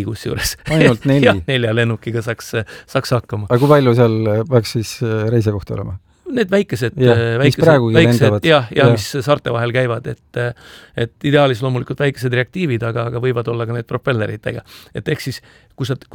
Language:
Estonian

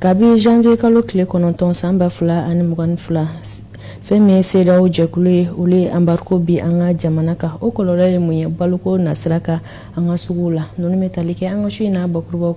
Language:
Bambara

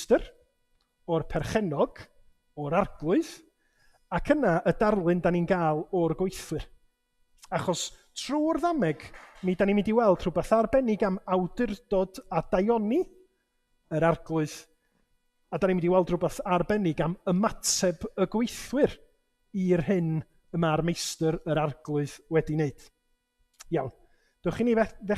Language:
Welsh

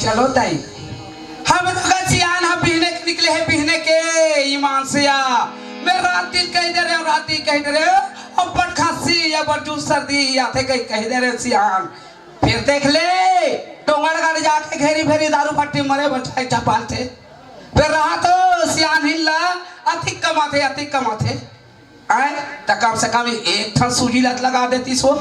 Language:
Chhattisgarhi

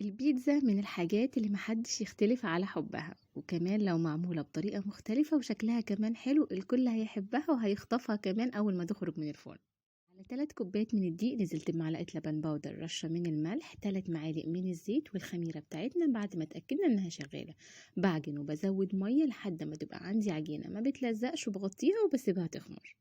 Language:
Egyptian Arabic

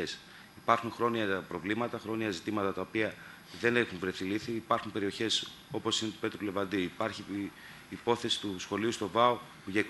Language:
Greek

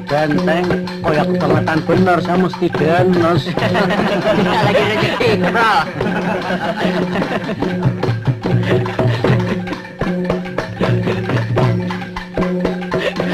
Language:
Indonesian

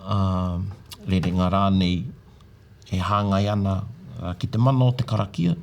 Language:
Māori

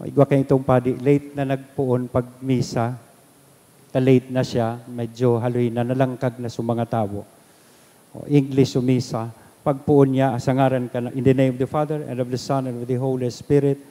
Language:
Bikol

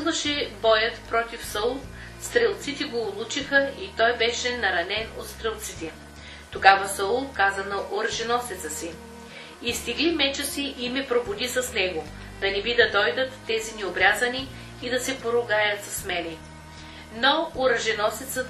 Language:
Bulgarian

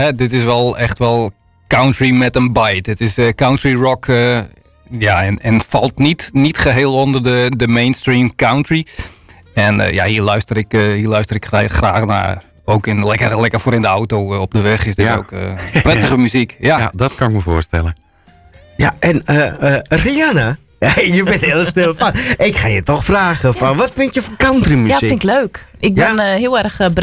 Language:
Dutch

